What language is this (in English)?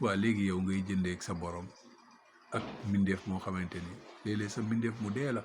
Wolof